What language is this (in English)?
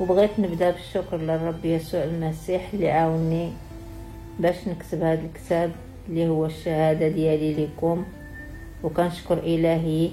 Moroccan Arabic